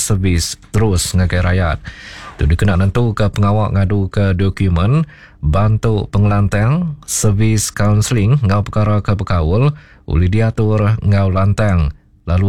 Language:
Iban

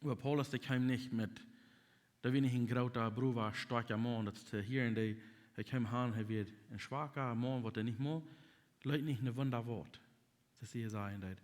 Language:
Plautdietsch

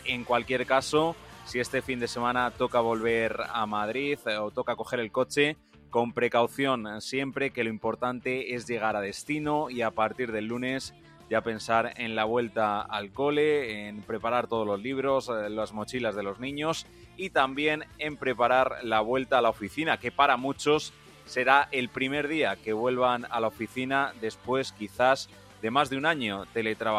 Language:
Spanish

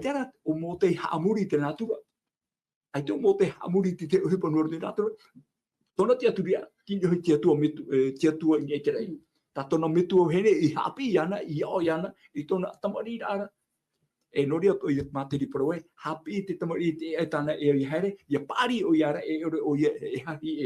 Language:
Tahitian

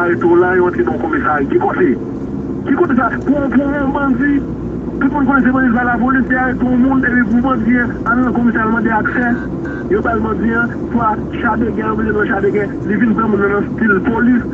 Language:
Haitian Creole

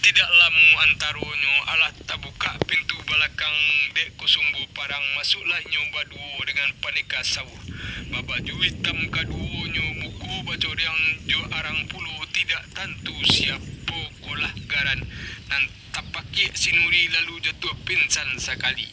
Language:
Minangkabau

